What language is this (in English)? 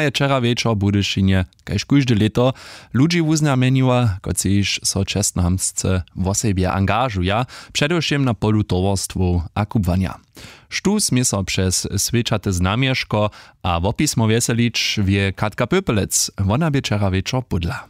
Upper Sorbian